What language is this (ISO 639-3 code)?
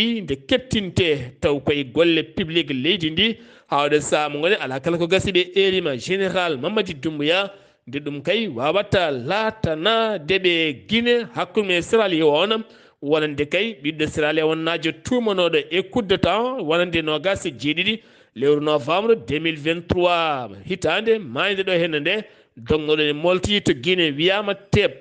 ful